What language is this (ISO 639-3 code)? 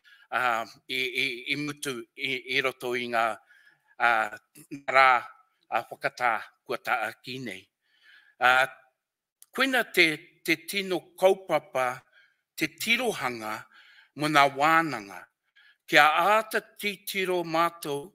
mri